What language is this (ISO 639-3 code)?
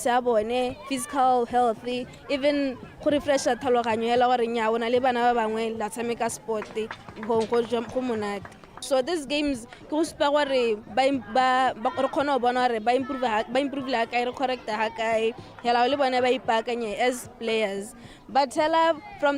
tsn